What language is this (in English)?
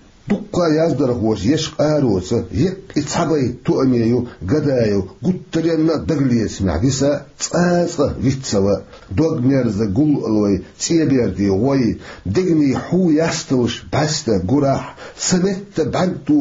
Chechen